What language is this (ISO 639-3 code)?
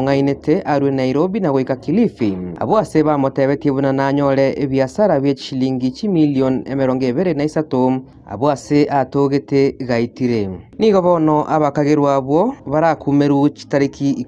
guz